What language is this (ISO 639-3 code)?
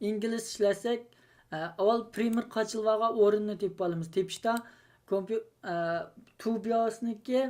uig